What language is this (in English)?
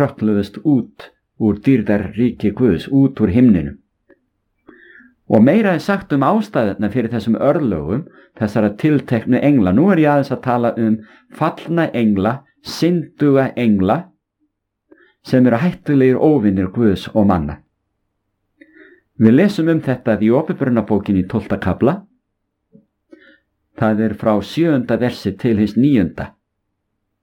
Icelandic